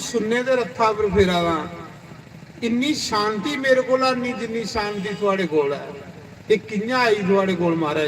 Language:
Dogri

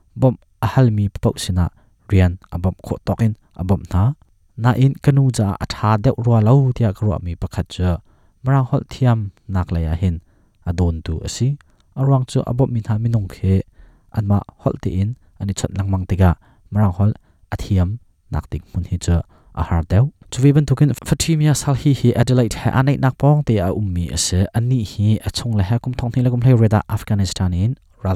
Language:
Hakha Chin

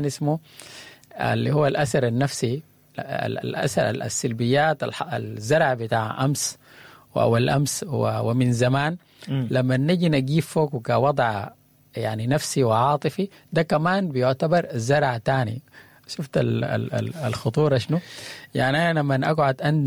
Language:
Sudanese Arabic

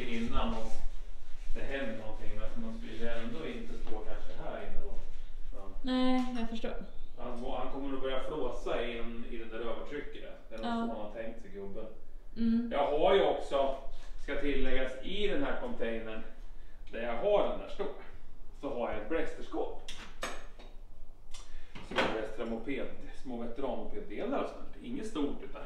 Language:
Swedish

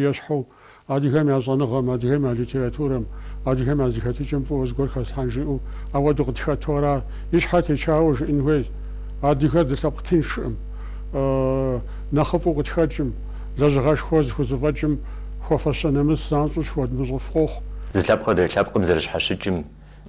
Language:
Kabardian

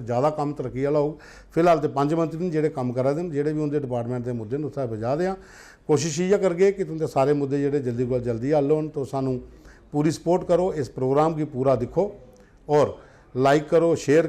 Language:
Dogri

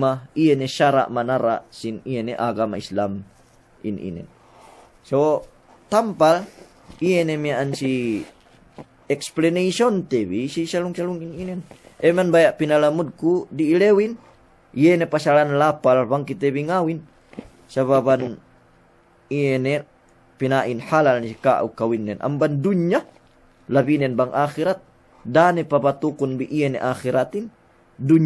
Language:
Yakan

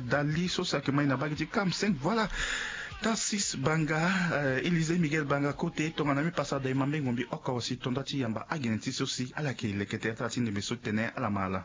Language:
Sango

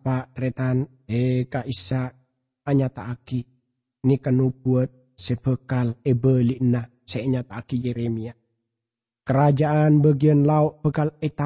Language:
Madurese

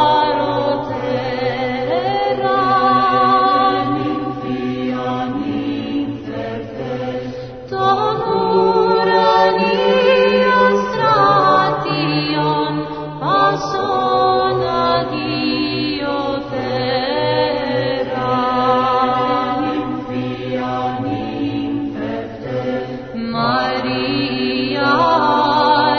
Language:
Serbian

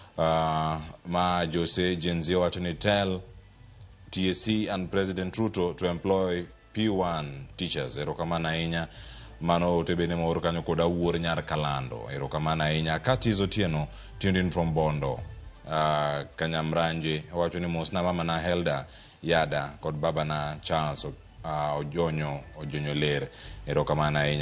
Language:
Luo (Kenya and Tanzania)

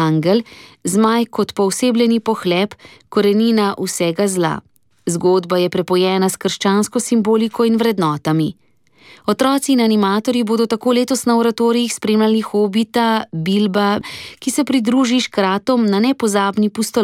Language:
Slovenian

